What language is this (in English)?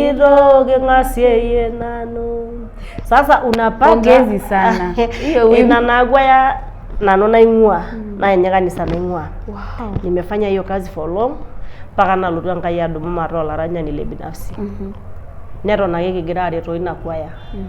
Masai